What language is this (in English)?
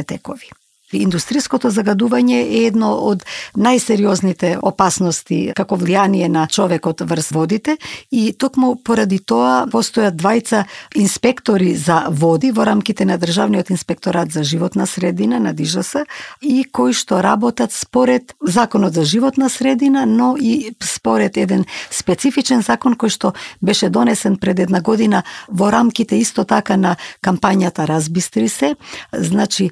Macedonian